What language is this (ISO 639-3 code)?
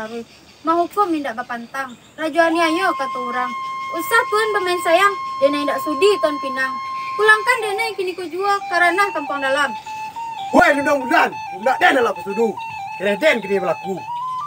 min